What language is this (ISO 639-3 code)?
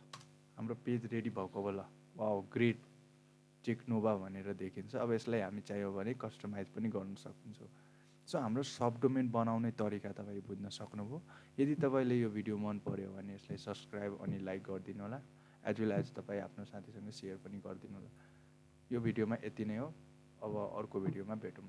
nep